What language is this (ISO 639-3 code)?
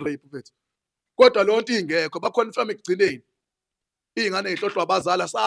zul